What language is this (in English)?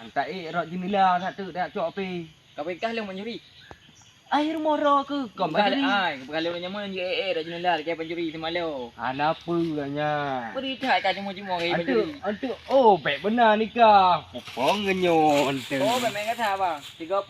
Achinese